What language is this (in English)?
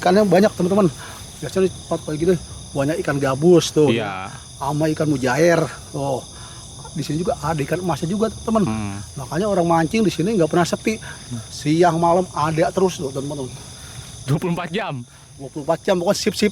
Betawi